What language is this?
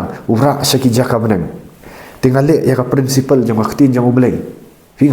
Khasi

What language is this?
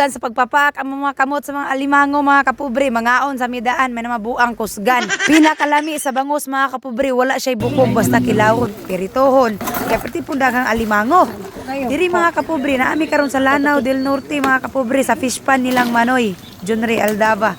Cebuano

